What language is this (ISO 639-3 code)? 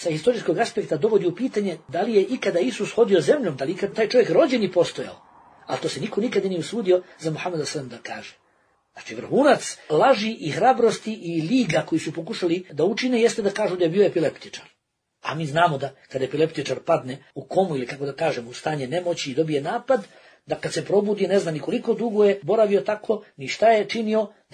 bos